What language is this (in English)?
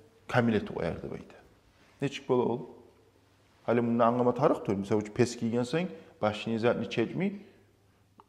Kumyk